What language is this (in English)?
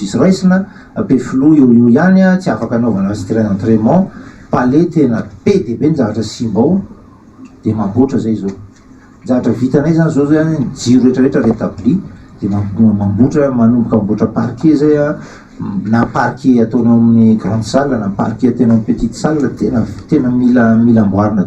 Malagasy